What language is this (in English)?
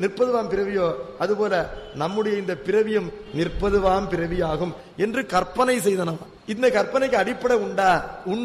Tamil